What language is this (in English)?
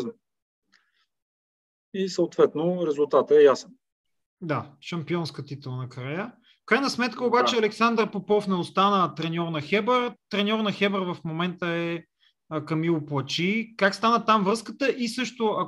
Bulgarian